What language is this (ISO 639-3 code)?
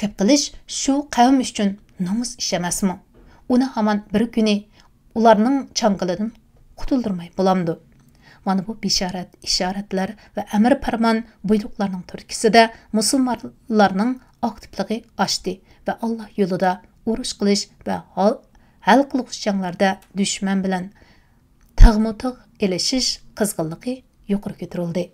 uig